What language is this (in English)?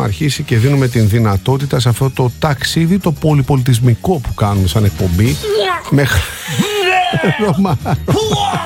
Greek